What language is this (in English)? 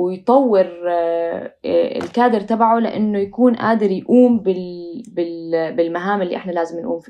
North Levantine Arabic